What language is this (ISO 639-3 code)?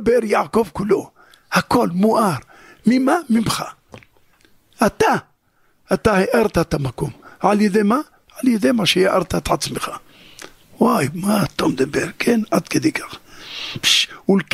heb